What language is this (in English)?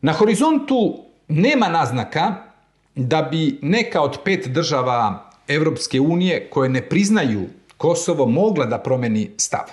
Serbian